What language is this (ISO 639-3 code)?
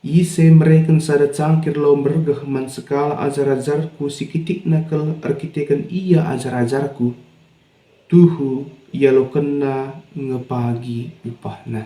btx